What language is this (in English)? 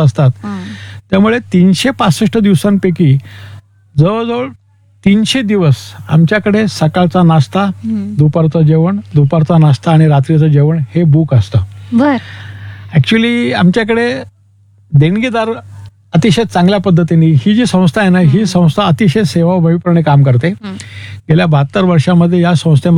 Marathi